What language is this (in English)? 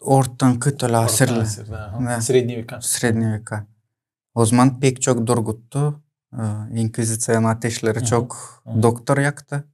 Gagauz